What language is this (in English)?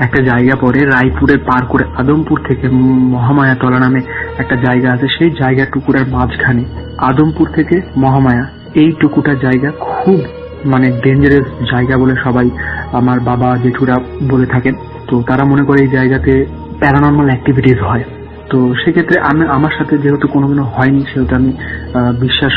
Bangla